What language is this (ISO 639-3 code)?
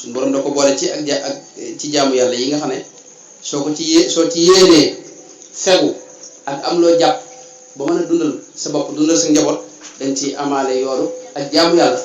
wol